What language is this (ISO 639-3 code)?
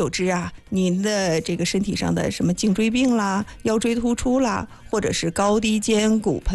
zho